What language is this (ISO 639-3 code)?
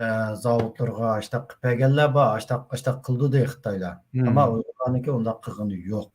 uig